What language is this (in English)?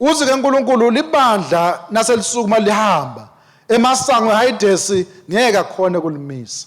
Swati